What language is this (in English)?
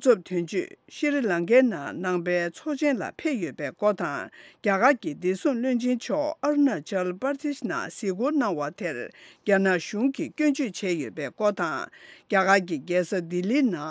Tibetan